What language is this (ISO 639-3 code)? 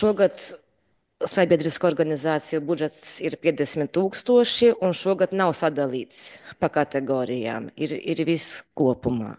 lav